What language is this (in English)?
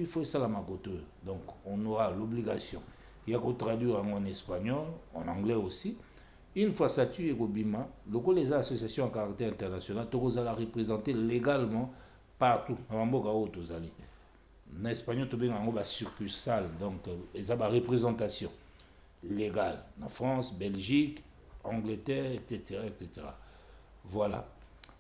Lingala